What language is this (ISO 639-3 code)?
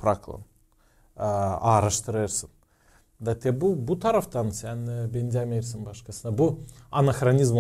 gag